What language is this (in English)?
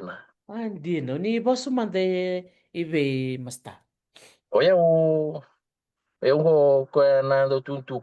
Fijian